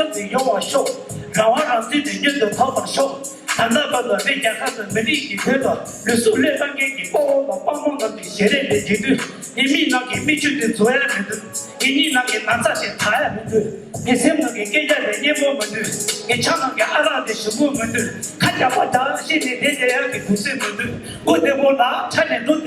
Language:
Tibetan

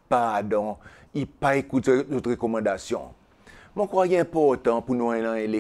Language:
Seselwa Creole French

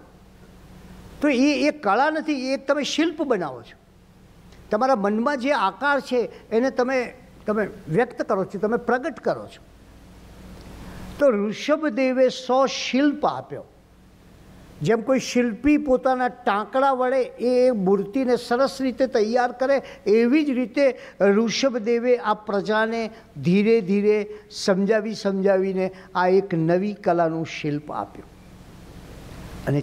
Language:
Gujarati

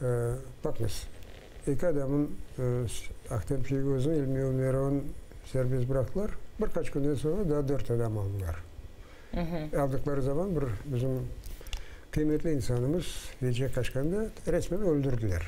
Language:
Crimean Tatar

